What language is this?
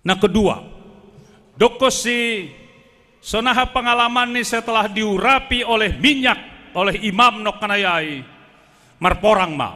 Batak Simalungun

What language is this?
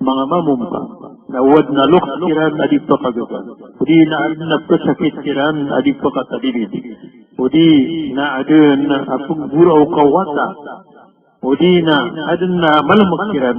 Maranao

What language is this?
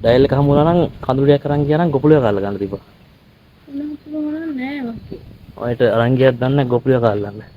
Sinhala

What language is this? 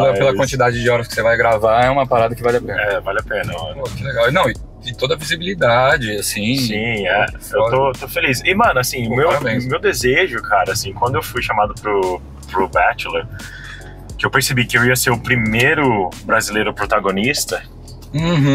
Portuguese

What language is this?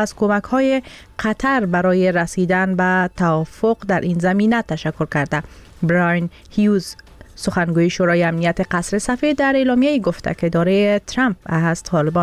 Persian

